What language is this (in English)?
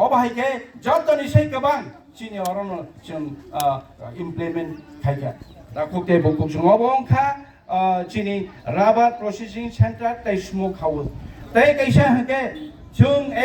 Kok Borok